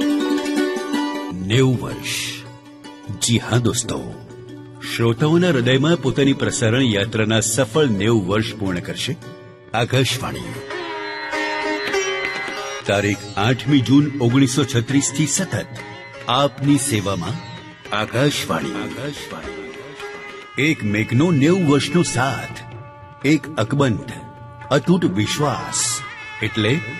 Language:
Gujarati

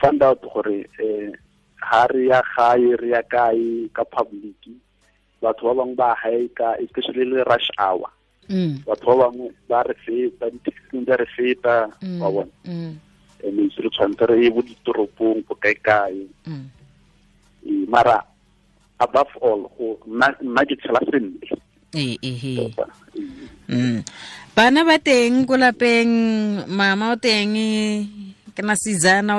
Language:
Tswana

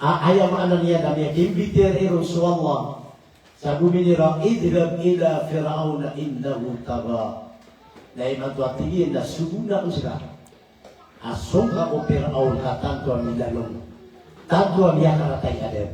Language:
Maranao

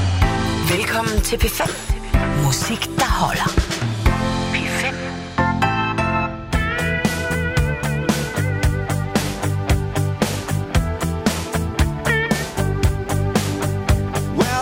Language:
Danish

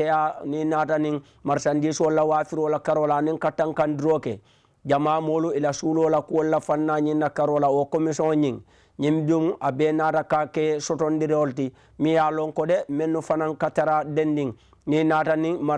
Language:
Mandingo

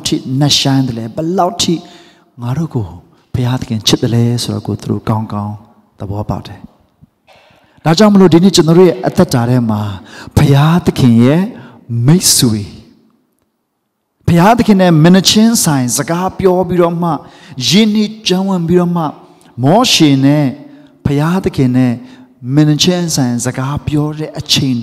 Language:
Burmese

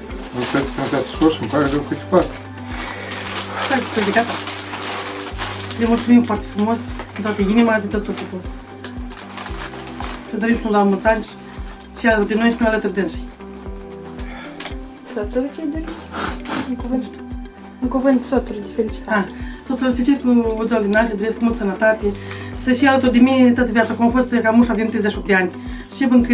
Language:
Romanian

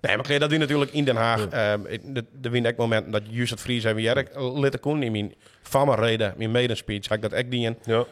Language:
Western Frisian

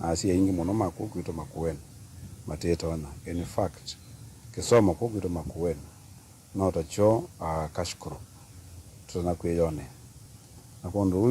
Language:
Kamba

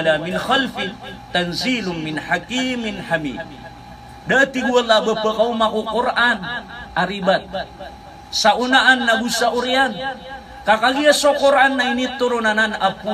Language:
Maranao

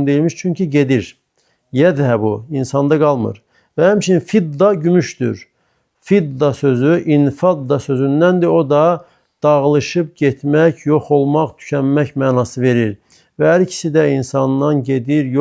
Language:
Azerbaijani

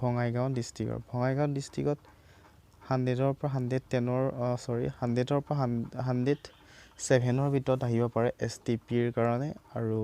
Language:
Assamese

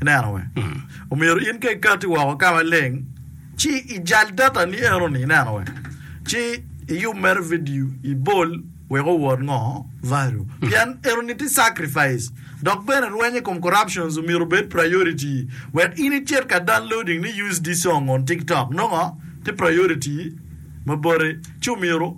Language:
Acoli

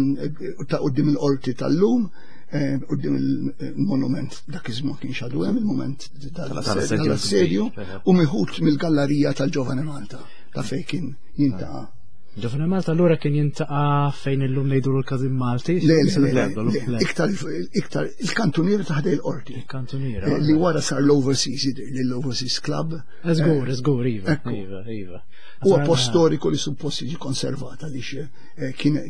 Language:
Maltese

